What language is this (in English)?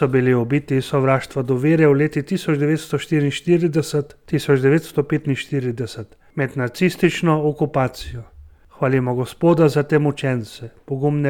Slovenian